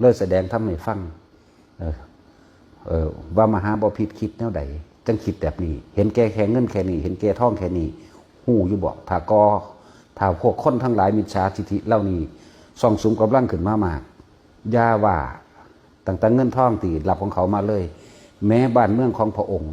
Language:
Northeastern Thai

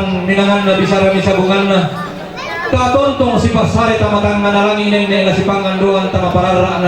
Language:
Toraja-Sa'dan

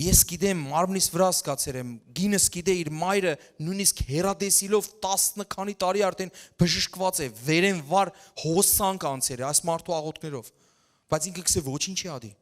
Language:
Western Armenian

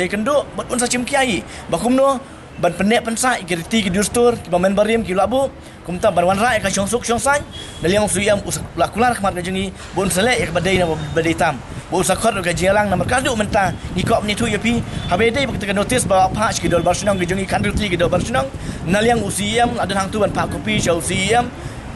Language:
Khasi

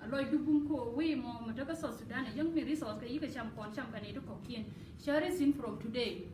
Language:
Nuer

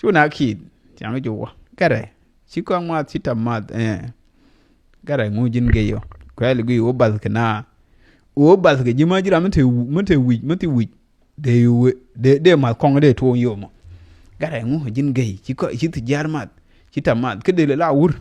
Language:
Nuer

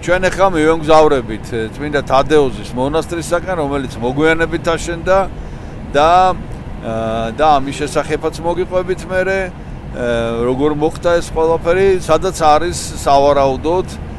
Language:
Georgian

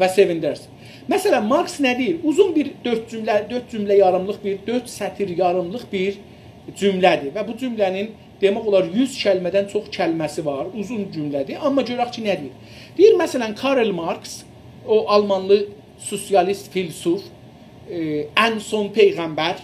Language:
South Azerbaijani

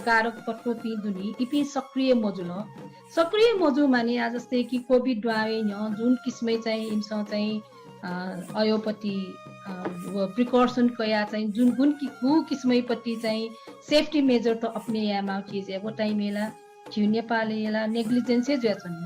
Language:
Newari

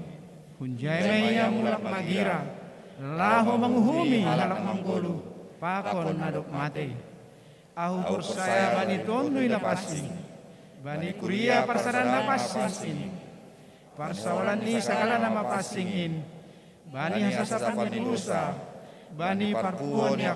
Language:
Batak Simalungun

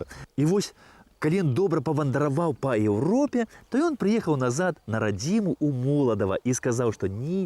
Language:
Belarusian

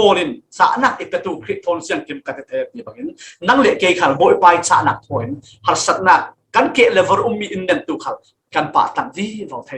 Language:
Falam Chin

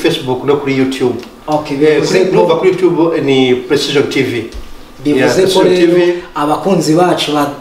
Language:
Kinyarwanda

